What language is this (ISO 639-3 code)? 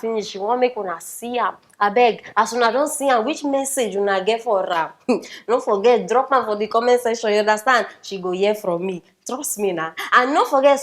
pcm